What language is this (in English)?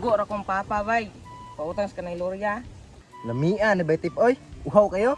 Cebuano